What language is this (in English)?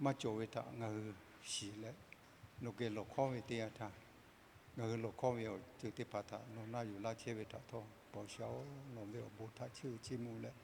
Lahu